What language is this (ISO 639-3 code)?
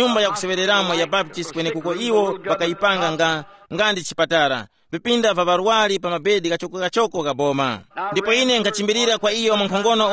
tum